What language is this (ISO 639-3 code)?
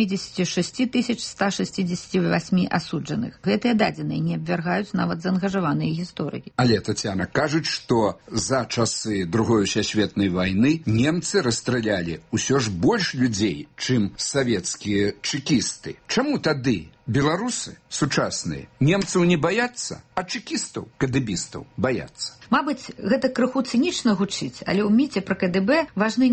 bel